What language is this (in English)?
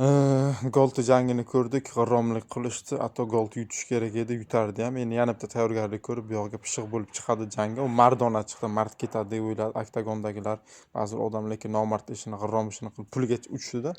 Uzbek